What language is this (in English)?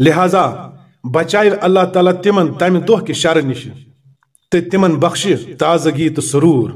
Kashmiri